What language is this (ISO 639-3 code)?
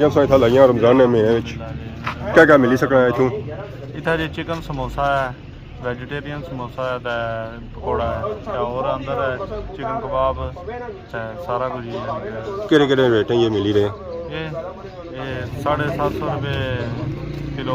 phr